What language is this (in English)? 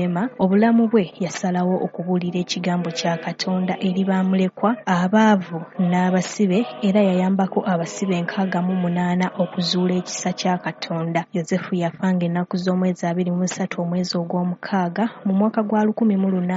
Ganda